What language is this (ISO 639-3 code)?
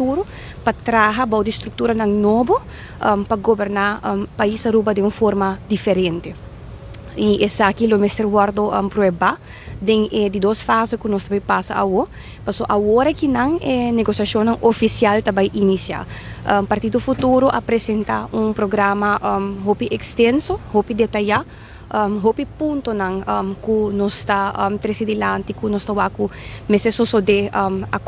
pap